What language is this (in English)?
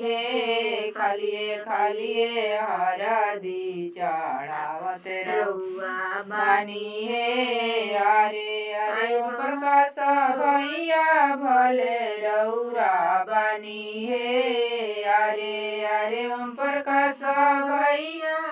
Bhojpuri